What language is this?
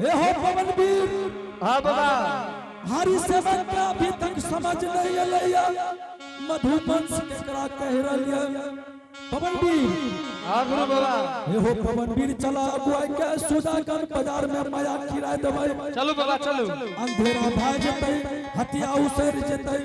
Angika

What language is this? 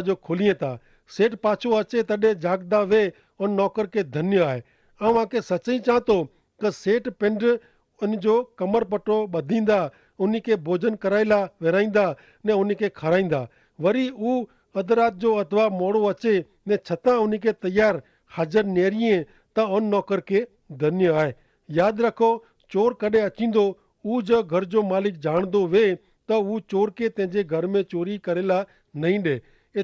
Kachhi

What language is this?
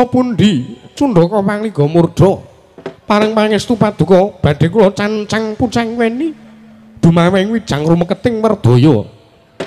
Javanese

